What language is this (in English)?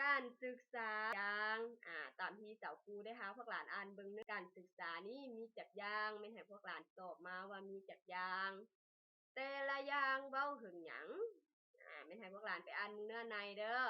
Lao